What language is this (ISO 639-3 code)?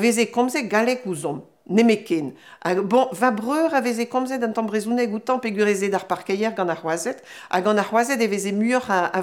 bre